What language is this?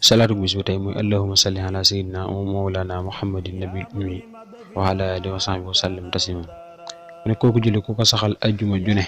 Wolof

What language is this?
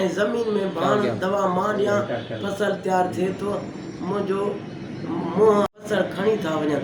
Sindhi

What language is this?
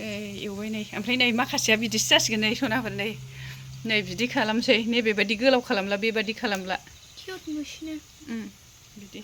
Bodo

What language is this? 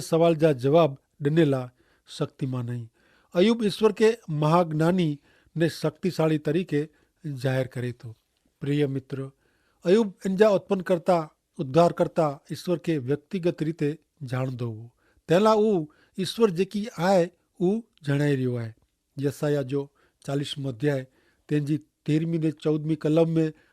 Kachhi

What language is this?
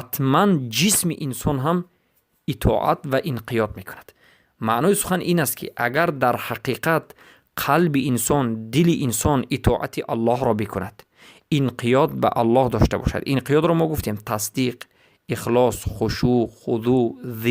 Persian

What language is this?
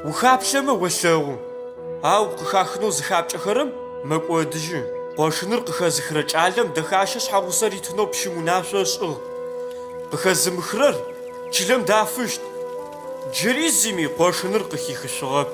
Adyghe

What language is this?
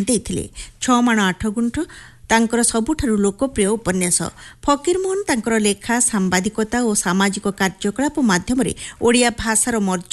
Odia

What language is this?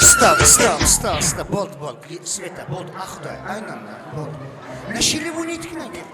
Kara-Kalpak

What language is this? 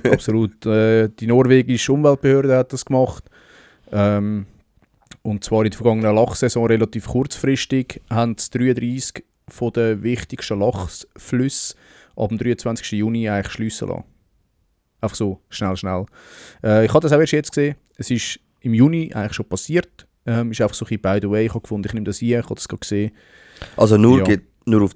Swiss German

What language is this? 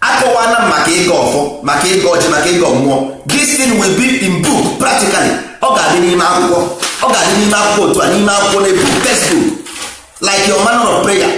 Igbo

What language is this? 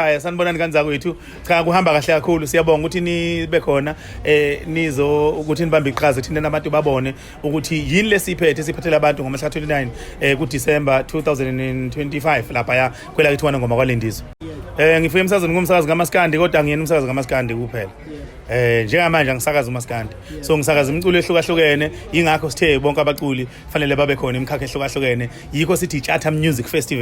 Zulu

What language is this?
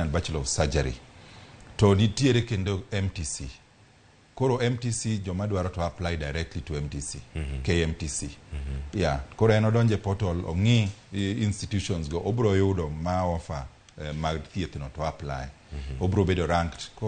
Luo (Kenya and Tanzania)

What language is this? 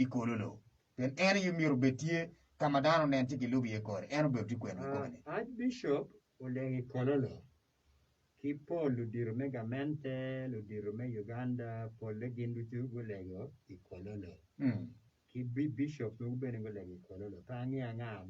Acoli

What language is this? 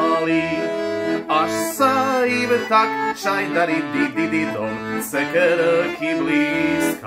Slovak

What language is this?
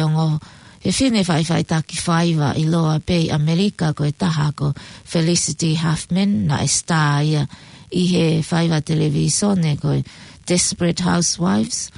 Tongan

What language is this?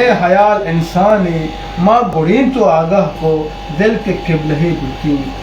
Eastern Balochi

